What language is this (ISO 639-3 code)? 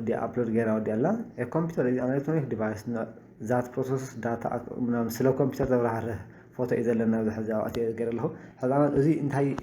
tir